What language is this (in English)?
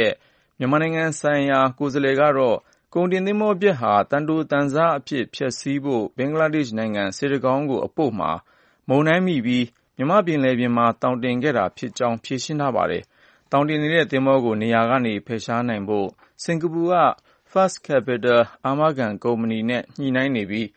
Burmese